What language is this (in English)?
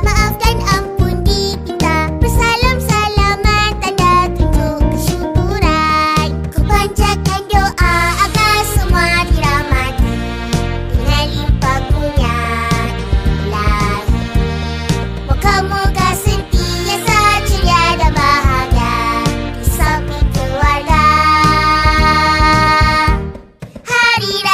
Malay